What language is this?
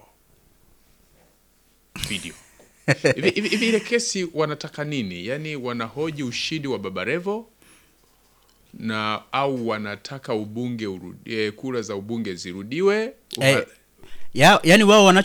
Swahili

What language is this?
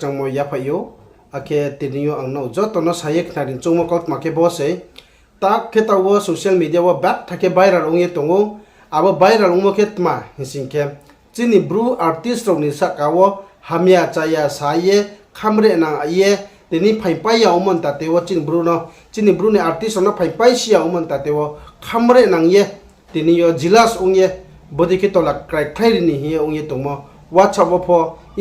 Riang (India)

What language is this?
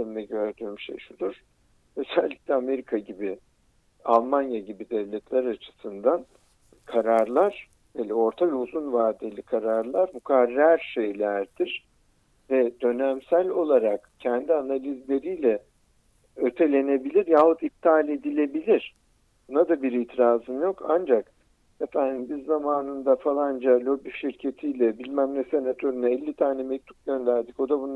Turkish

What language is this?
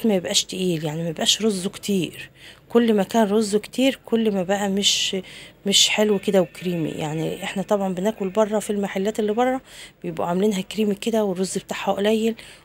Egyptian Arabic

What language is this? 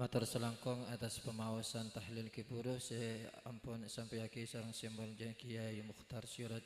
Madurese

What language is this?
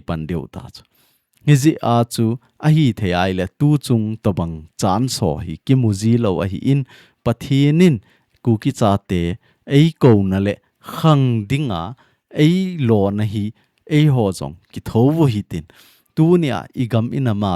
Thado Chin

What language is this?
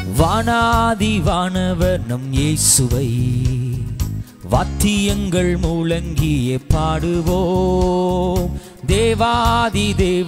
Tamil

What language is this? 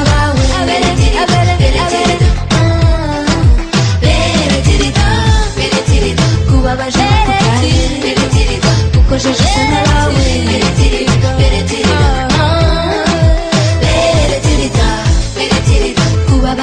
Kinyarwanda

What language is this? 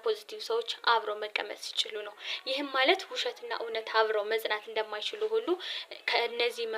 Amharic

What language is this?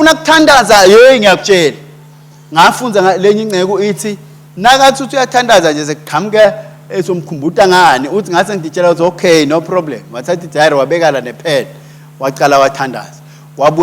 Swati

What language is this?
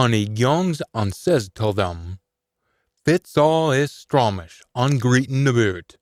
Scots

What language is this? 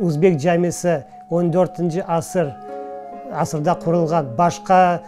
Crimean Tatar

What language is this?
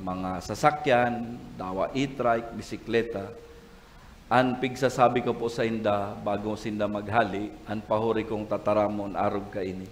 Bikol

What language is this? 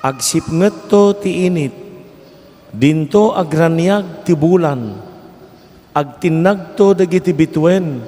Iloko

